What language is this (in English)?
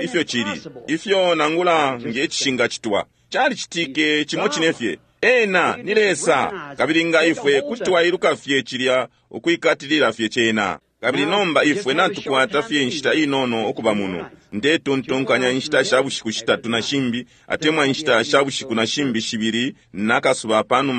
Bemba